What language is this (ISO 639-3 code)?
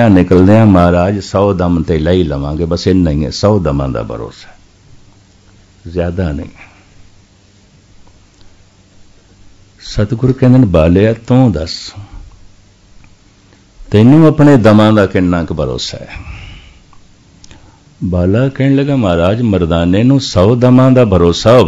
pan